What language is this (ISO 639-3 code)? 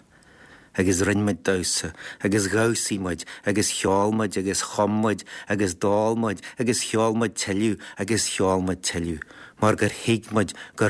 gle